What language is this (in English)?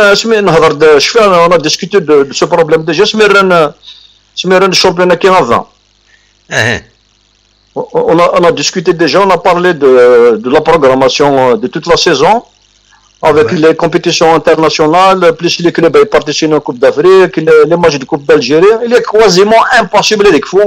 Kabyle